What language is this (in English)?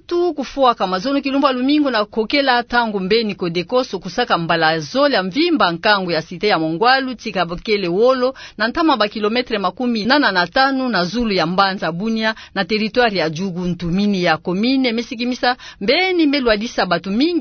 Kituba (Democratic Republic of Congo)